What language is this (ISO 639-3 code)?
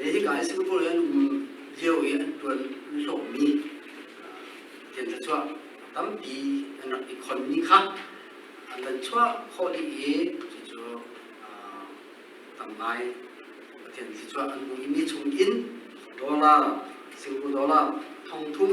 cnh